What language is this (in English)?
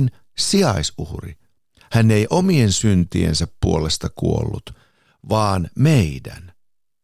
Finnish